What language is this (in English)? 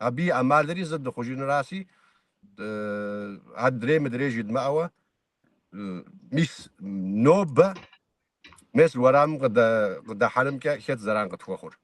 Kabardian